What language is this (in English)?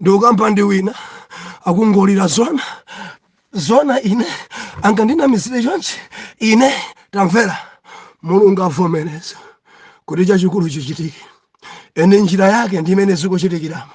Nyanja